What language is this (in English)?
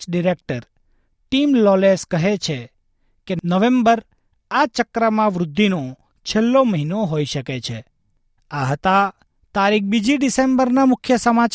Gujarati